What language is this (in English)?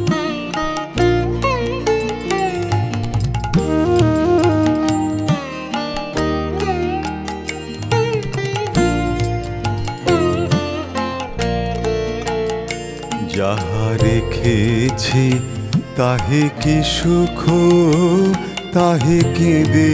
Bangla